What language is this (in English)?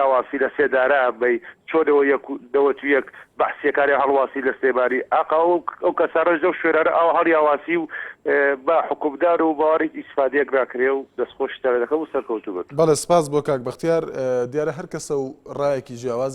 Central Kurdish